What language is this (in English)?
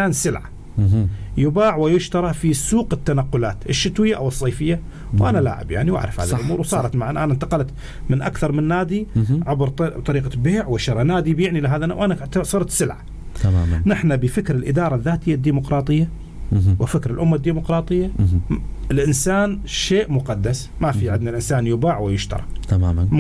North Levantine Arabic